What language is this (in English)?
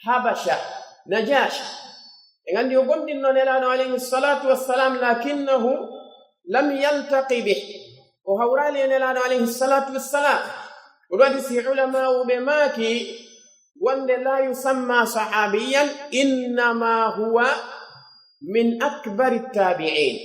Pular